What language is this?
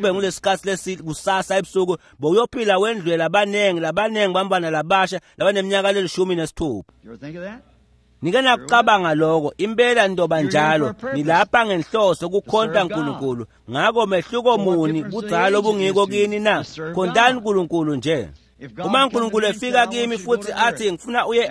Swati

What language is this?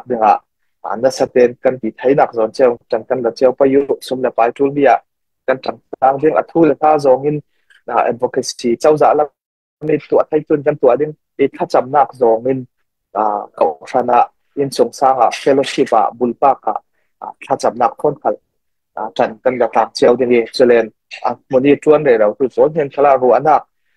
Falam Chin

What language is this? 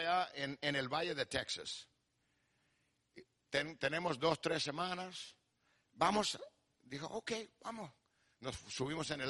Spanish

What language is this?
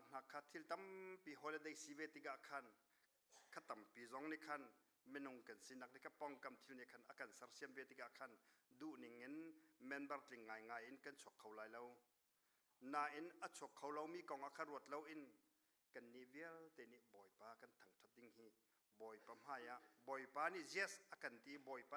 Hakha Chin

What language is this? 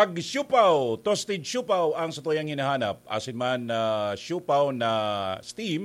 Bikol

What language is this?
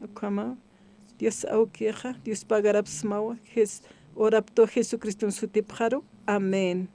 Aymara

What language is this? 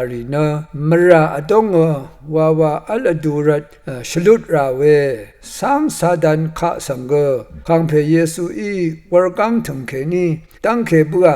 Rawang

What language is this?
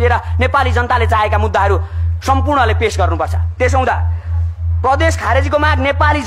Nepali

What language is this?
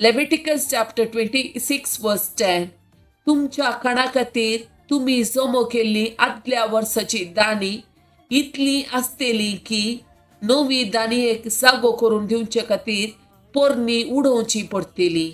Konkani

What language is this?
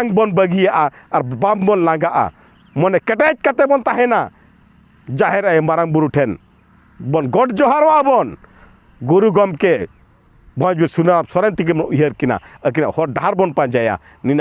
Santali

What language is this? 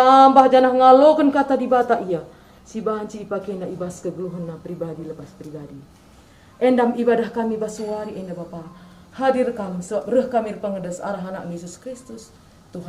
Batak Karo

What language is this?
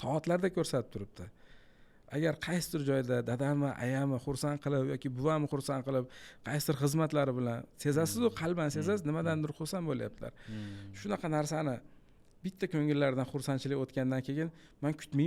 Uzbek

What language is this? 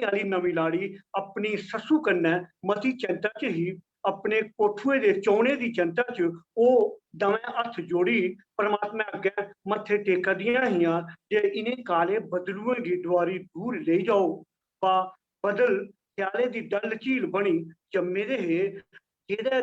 Dogri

